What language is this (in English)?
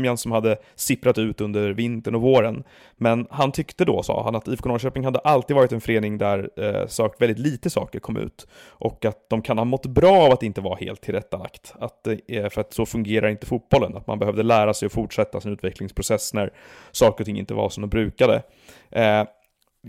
Swedish